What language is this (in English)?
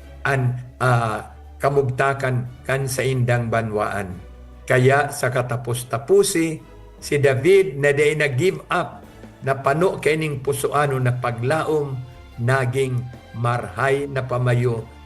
Bikol